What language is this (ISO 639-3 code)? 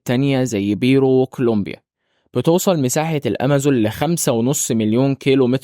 arz